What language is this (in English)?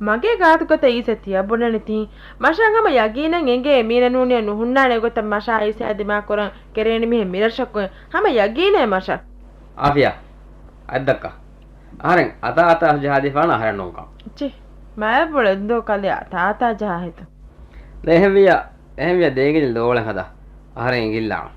Divehi